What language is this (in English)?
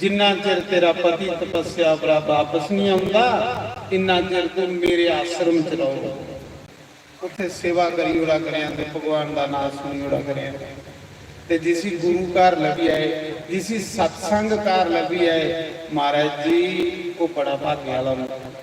Dogri